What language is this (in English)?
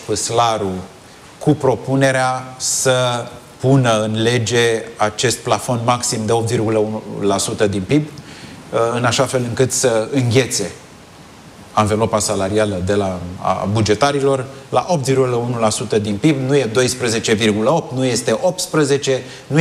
Romanian